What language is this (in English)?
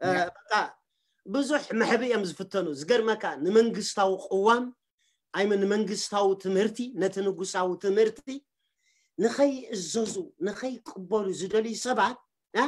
Tigrinya